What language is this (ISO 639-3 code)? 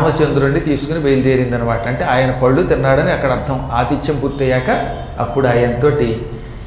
tel